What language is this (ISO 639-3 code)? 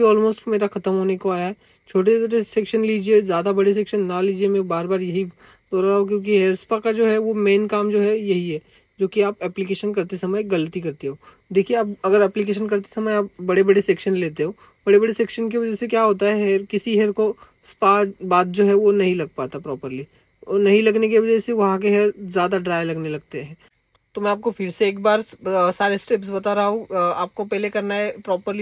hin